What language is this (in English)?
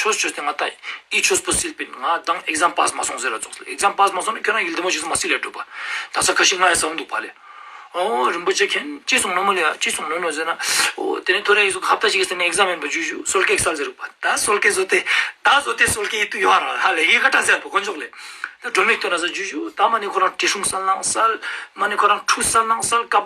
Ladakhi